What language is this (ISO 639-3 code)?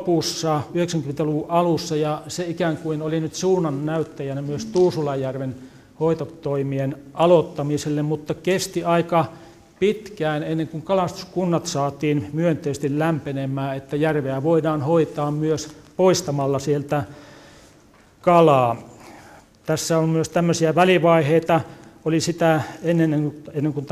fin